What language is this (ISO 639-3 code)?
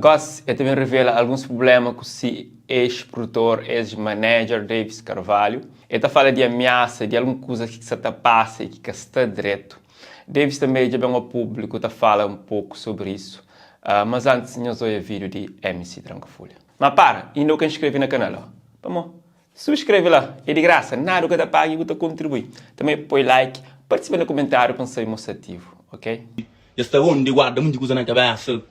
kea